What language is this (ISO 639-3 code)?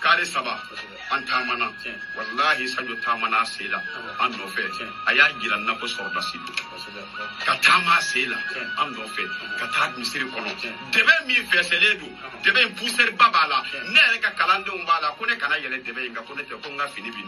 bam